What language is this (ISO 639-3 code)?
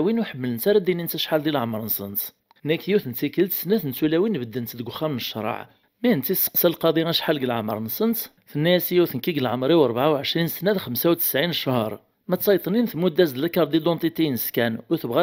kab